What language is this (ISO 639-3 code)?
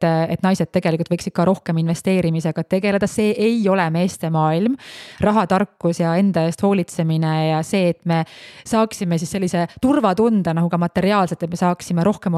est